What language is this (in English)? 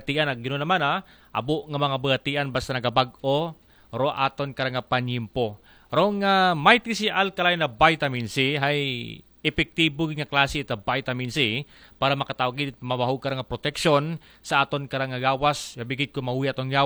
Aklanon